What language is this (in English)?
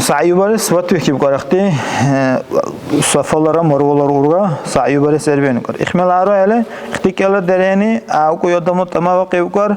Dargwa